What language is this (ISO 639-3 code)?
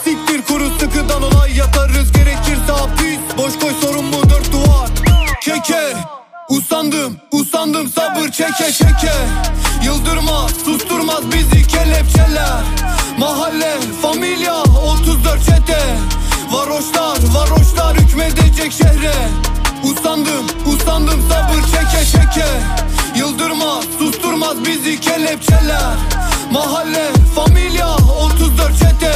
tur